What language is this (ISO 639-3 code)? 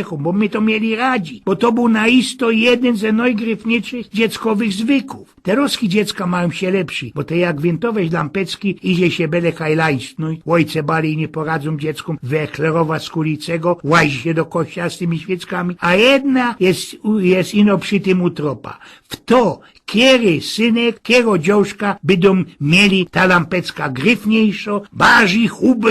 szl